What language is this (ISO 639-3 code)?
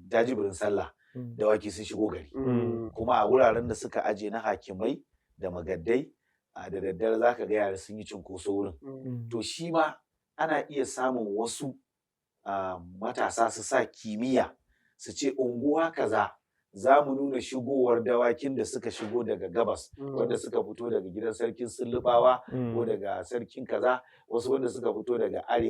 hau